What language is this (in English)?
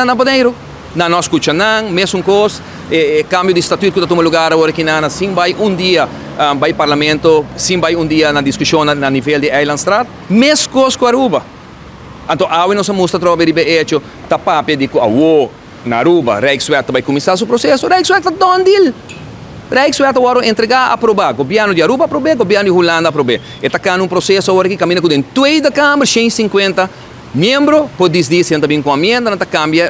Papiamento